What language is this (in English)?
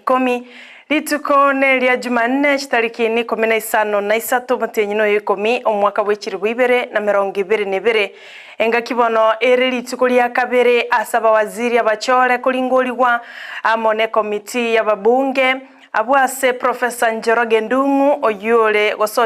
Gusii